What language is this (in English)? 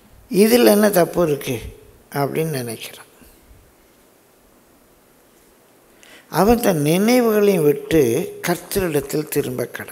Tamil